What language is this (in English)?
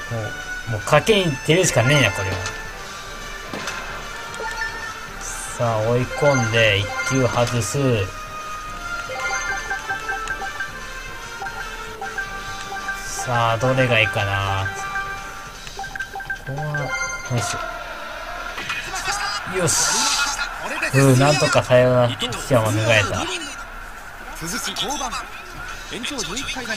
Japanese